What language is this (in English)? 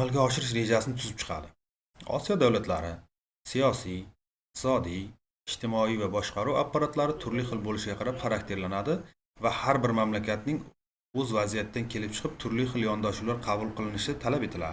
Uzbek